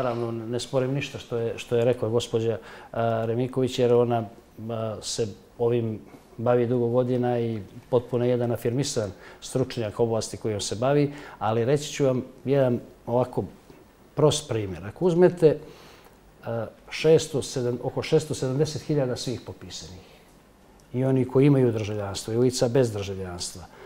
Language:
Bosnian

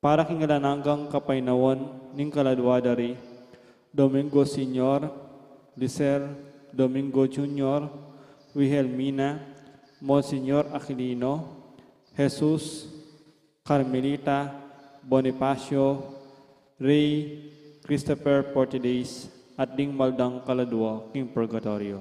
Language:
Pampanga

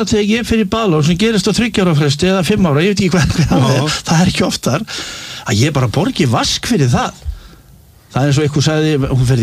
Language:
Icelandic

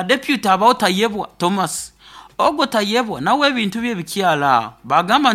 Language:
Nyoro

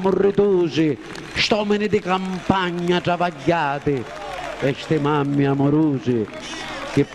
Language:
Sicilian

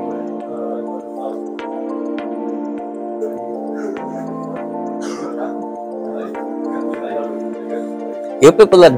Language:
Bangla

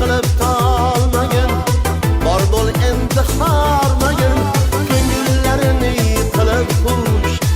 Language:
Kara-Kalpak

